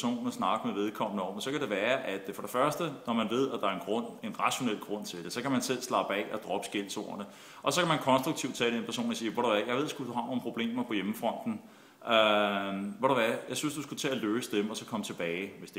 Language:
Danish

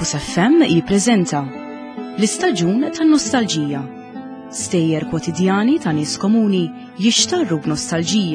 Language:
Maltese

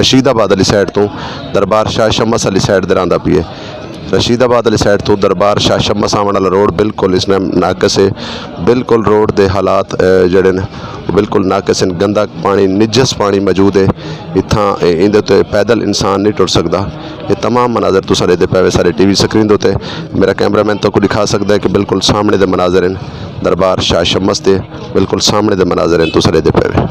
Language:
Saraiki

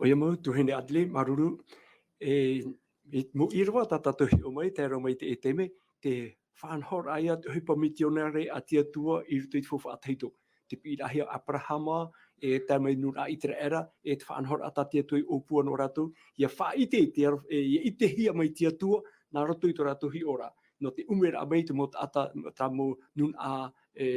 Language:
Tahitian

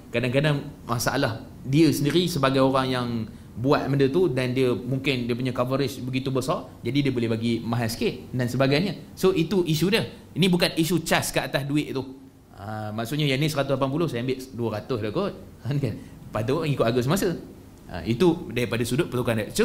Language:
Malay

